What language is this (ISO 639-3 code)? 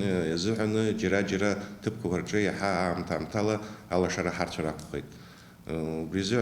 abk